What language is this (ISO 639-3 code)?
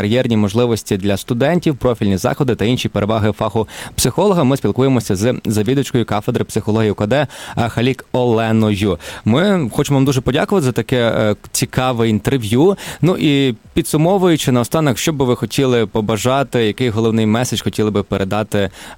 ukr